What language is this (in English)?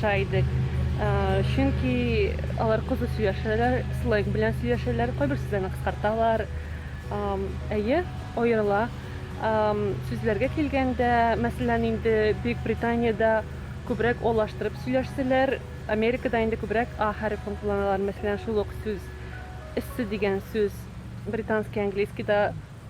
Tatar